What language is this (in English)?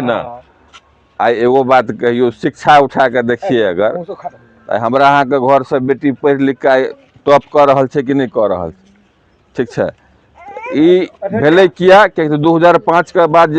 Maithili